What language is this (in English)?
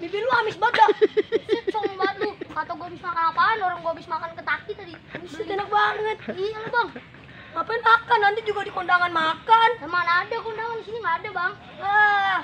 Betawi